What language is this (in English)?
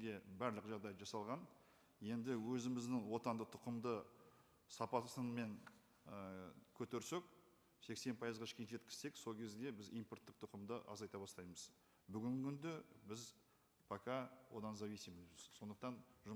Kazakh